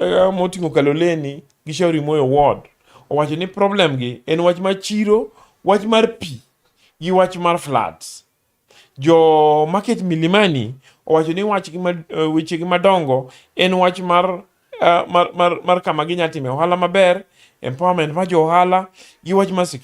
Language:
Luo (Kenya and Tanzania)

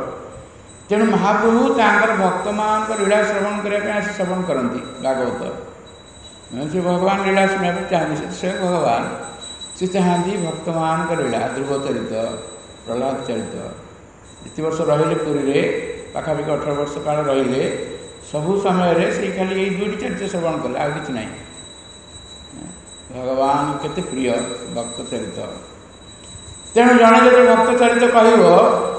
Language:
Odia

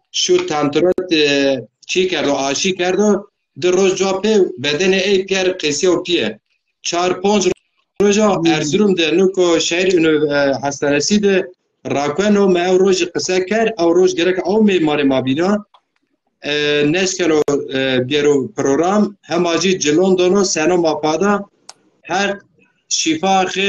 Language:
Zaza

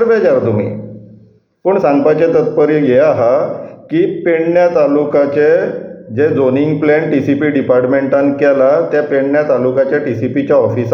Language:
Konkani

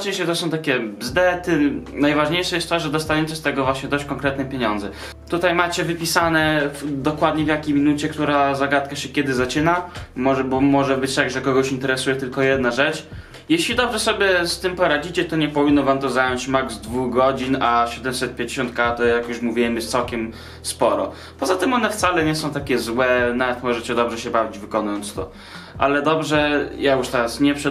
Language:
Polish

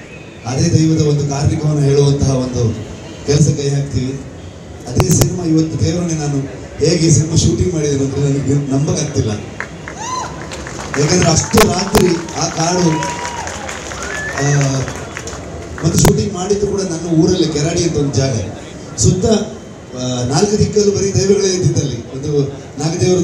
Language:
Kannada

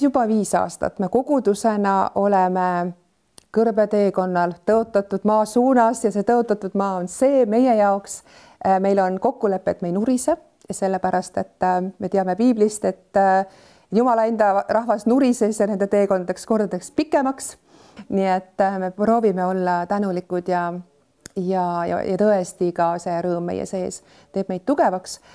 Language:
Estonian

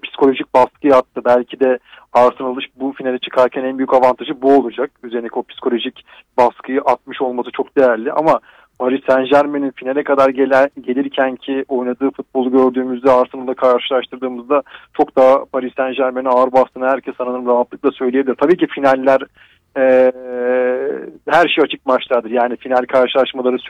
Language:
Turkish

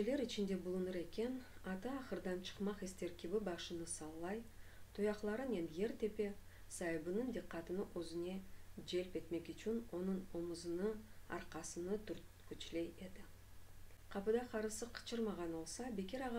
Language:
Crimean Tatar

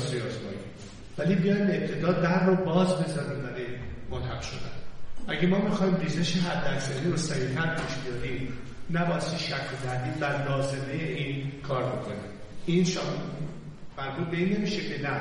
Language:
Persian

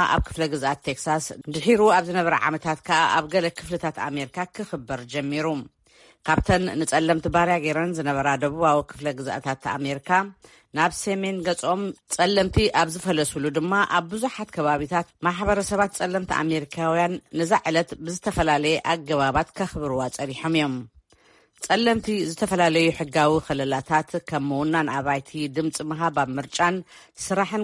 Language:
Tigrinya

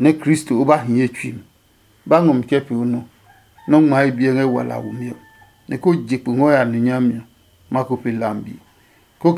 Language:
Adangme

